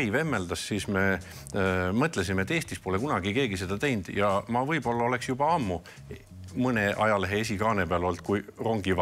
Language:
Estonian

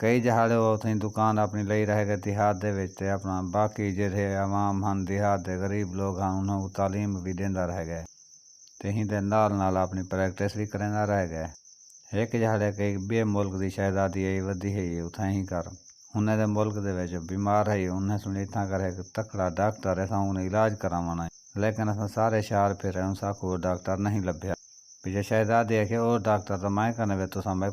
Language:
Saraiki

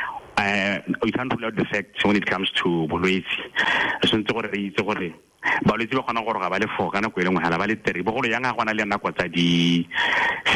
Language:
Tswana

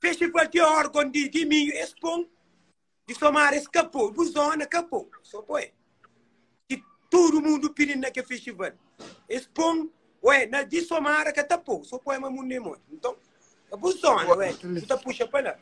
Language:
Kabuverdianu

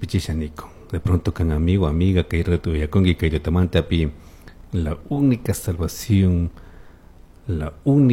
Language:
Chimborazo Highland Quichua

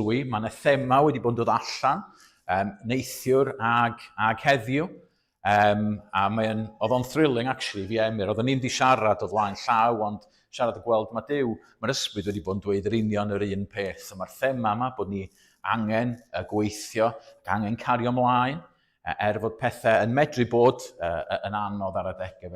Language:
Welsh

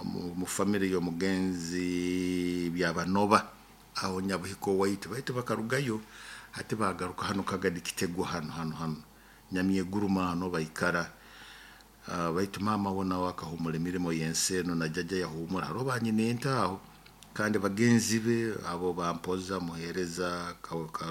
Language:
Nyoro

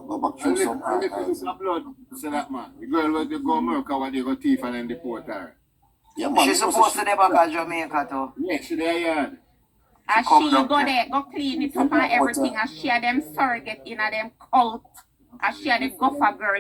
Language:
Jamaican Creole English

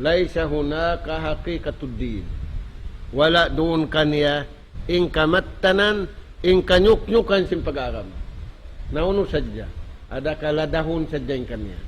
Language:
Tausug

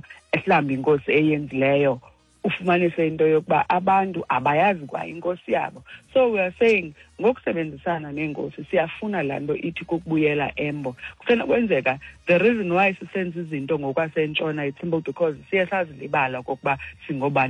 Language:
Xhosa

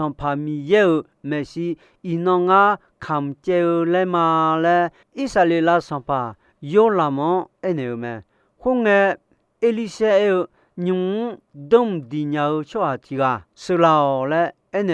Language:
Akha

